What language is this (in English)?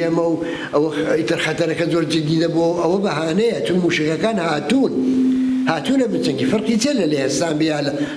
Central Kurdish